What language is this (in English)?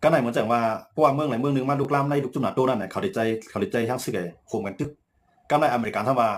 Shan